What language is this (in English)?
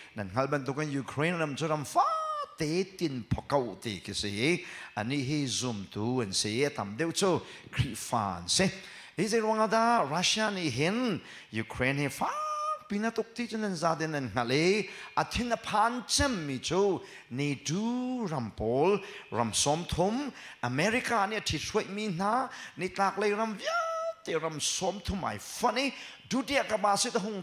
Hakha Chin